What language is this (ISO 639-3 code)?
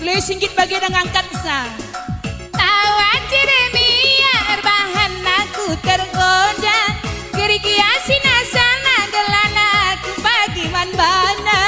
btx